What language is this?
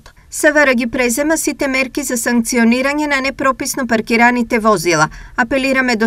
Macedonian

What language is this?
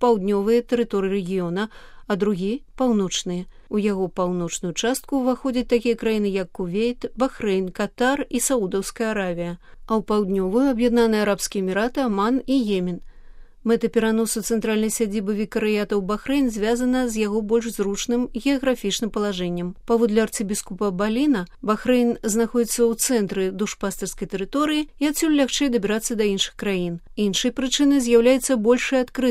Belarusian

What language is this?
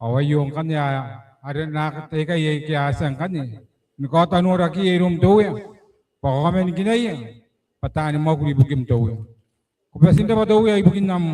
Gilbertese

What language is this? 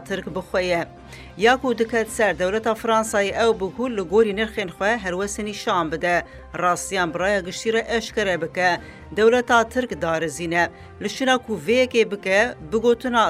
Kurdish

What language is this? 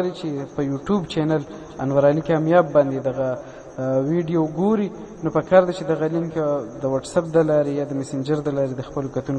Pashto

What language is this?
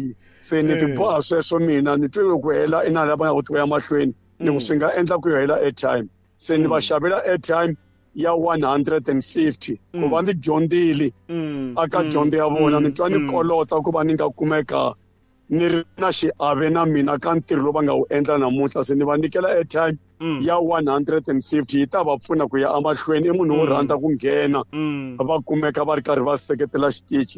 Tsonga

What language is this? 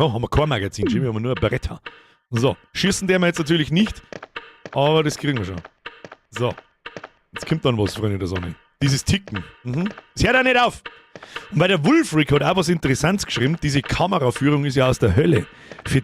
Bavarian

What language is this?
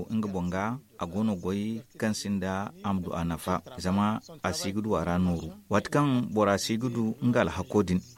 Zarma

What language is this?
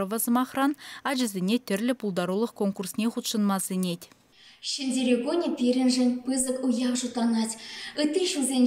Chuvash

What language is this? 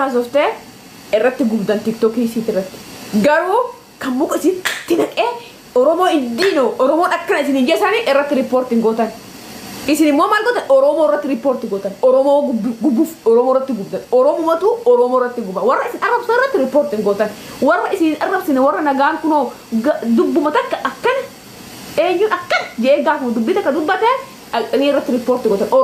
Oromo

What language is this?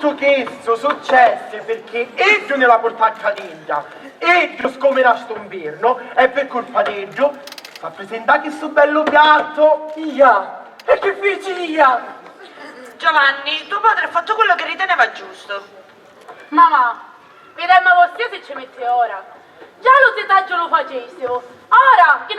Sicilian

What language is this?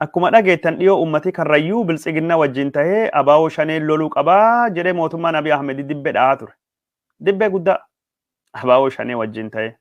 Oromo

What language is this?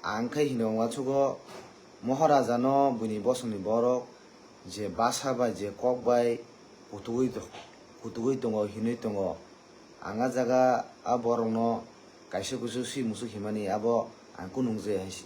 Kok Borok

